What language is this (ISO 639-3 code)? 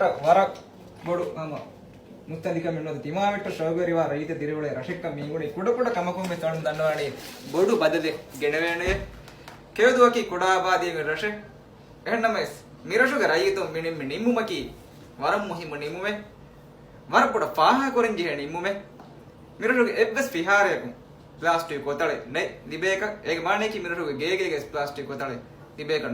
div